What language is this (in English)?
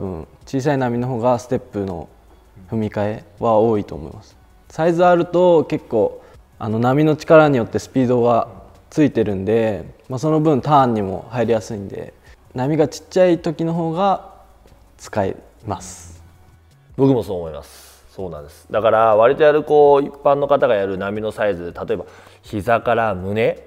Japanese